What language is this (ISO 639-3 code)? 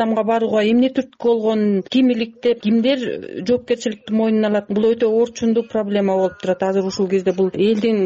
kir